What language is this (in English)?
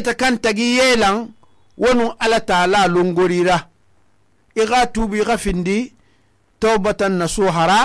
Susu